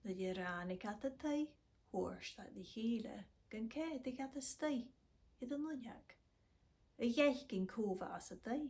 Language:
Scottish Gaelic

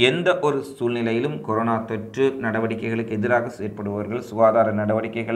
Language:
Tamil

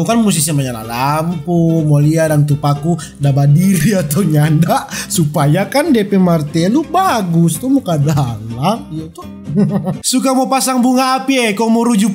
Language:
Manado Malay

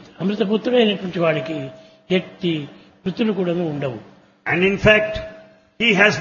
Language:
Telugu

